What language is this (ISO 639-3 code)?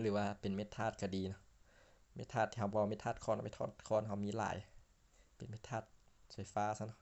lao